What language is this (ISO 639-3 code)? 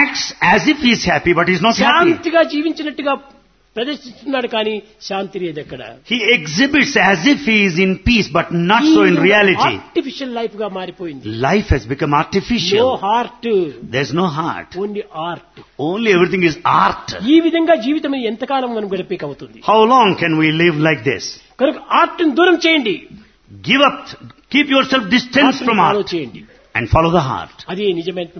tel